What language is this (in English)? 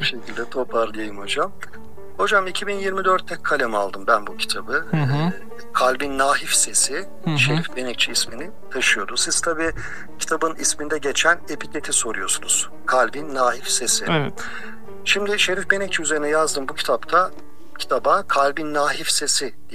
Turkish